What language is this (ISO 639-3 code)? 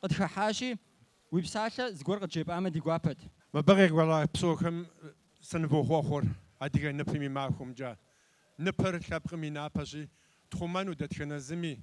kbd